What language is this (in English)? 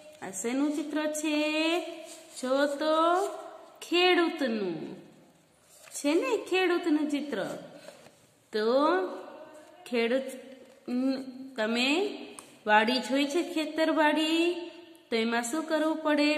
Gujarati